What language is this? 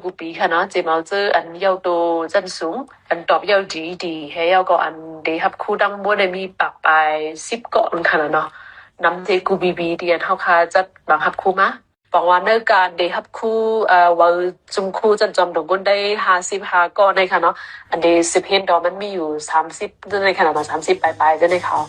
Shan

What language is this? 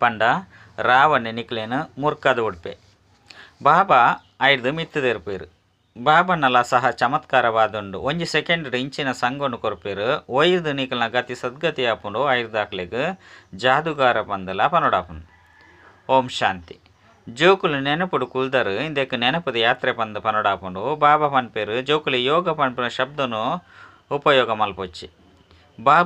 Tulu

